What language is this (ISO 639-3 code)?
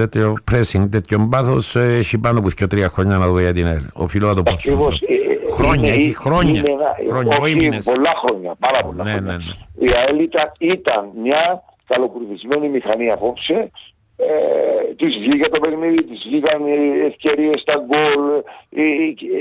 ell